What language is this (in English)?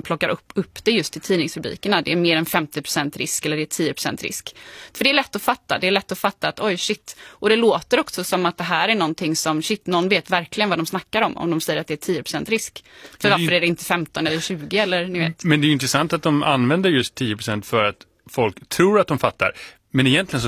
Swedish